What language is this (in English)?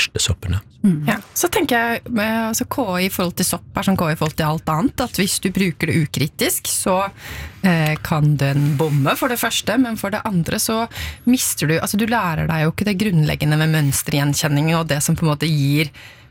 Norwegian